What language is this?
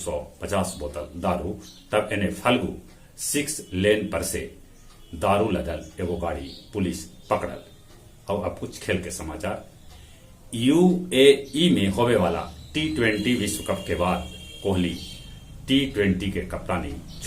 Magahi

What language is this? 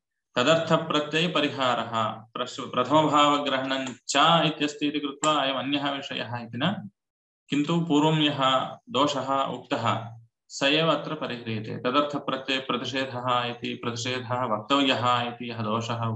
Sanskrit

